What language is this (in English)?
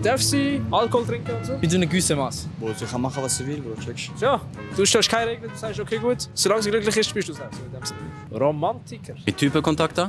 Swiss German